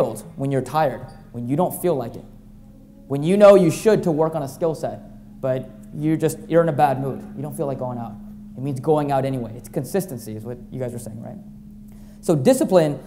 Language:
English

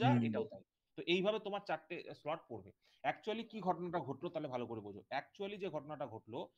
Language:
Bangla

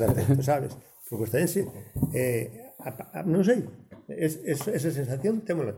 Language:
Galician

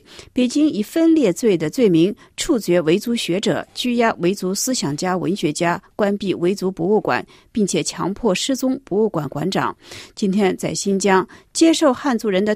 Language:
Chinese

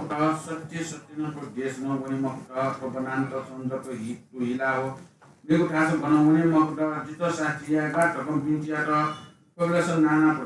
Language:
Newari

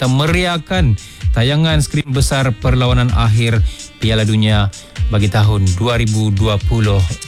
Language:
Malay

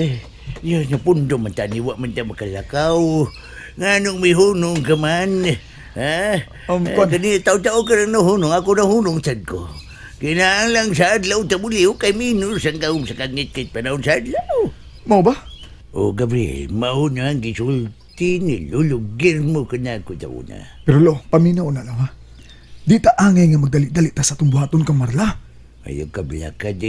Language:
Cebuano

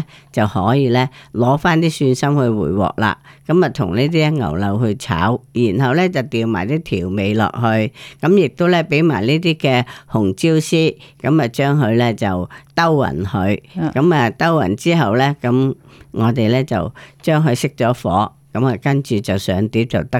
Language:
Cantonese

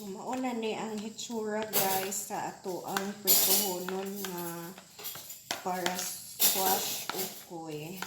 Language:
Cebuano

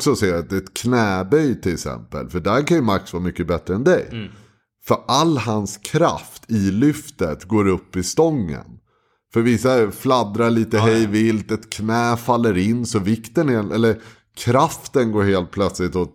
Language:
Swedish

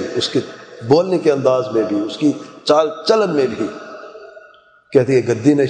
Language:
Urdu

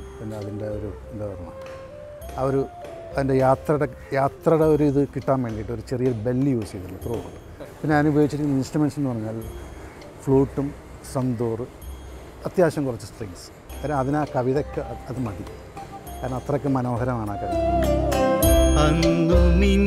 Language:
Malayalam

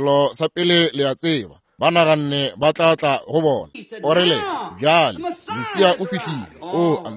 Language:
Northern Sotho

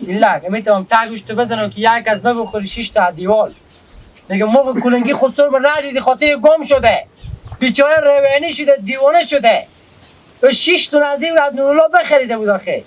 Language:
Hazaragi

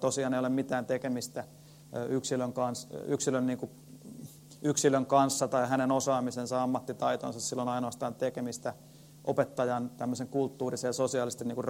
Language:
Finnish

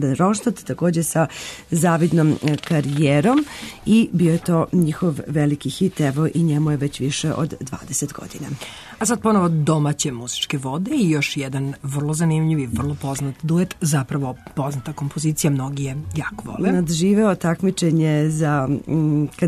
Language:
Serbian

